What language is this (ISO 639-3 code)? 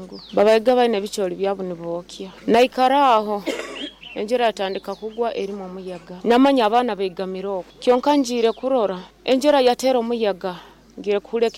nyo